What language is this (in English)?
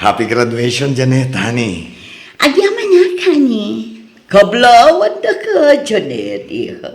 Iloko